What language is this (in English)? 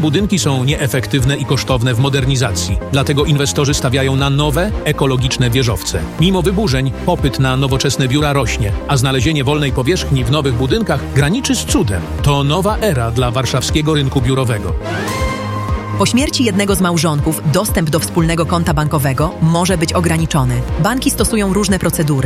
Polish